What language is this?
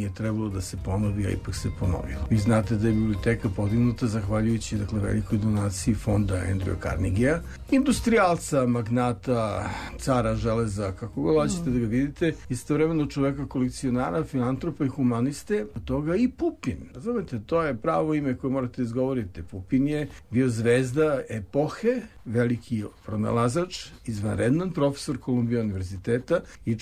Serbian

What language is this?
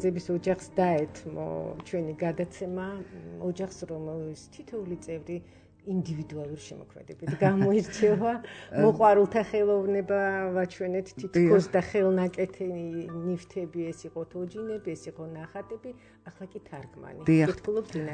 Georgian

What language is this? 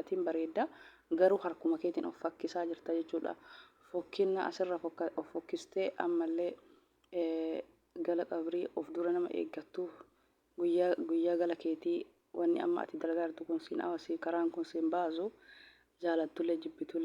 Oromo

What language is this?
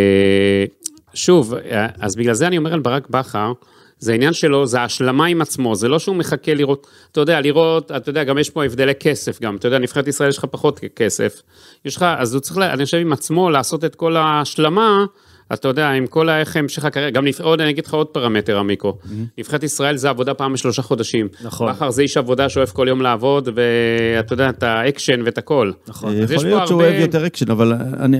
Hebrew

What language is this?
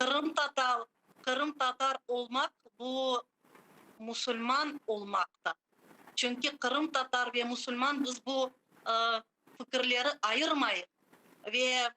Crimean Tatar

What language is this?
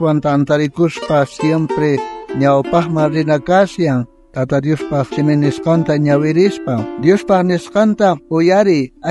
South Bolivian Quechua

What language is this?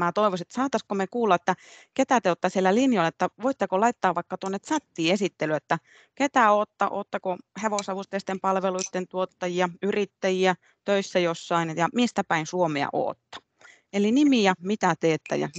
Finnish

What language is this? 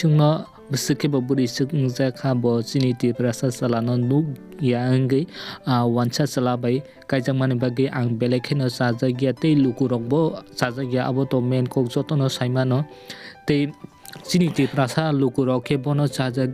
Kok Borok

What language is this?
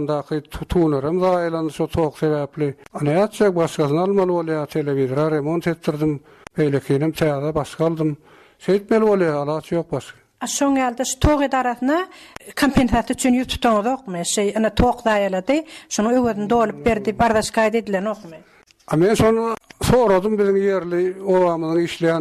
Turkmen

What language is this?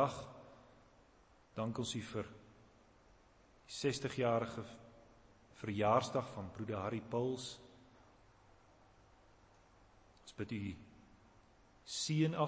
Afrikaans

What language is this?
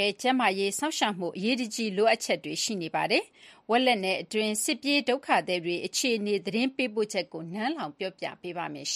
Burmese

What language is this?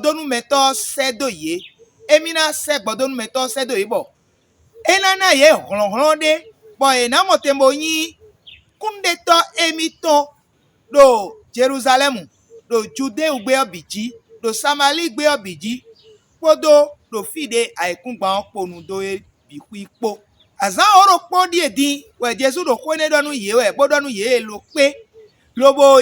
Fon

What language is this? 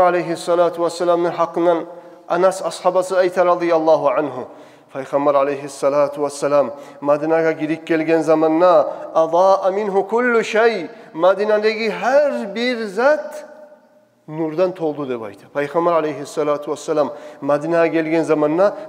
Kumyk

